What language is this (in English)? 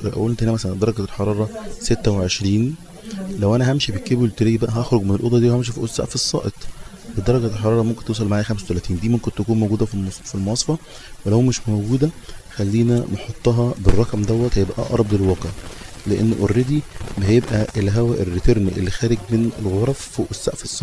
Egyptian Arabic